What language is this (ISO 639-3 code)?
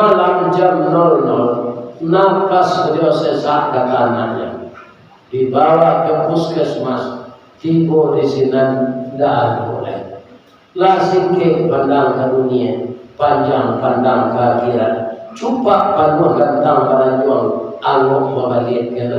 min